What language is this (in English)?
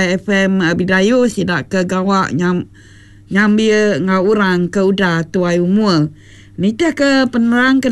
Iban